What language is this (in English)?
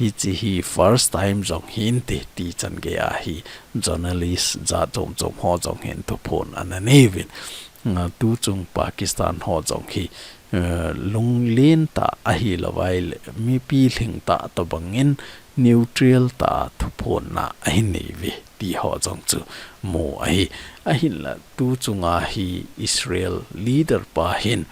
Thado Chin